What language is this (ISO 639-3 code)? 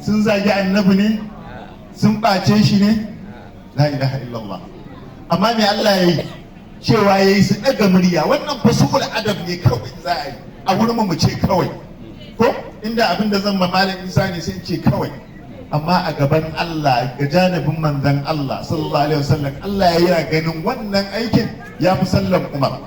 hau